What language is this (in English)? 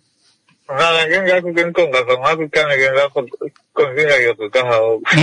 Kuanyama